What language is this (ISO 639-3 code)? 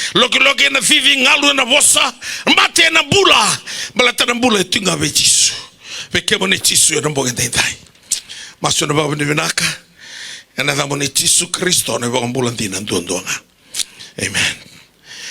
fij